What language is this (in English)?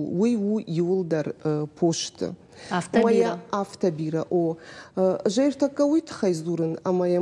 Ossetic